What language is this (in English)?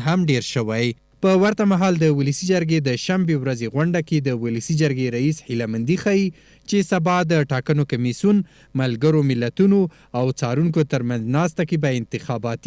Pashto